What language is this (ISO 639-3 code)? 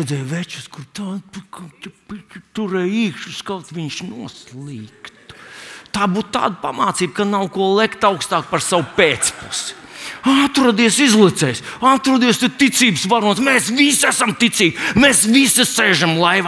lav